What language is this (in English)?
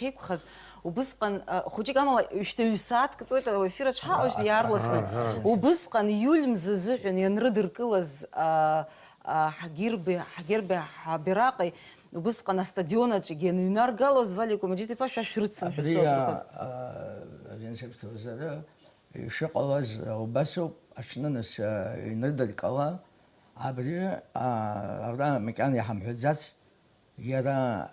Abkhazian